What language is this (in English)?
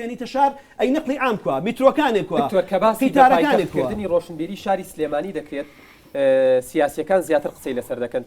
Central Kurdish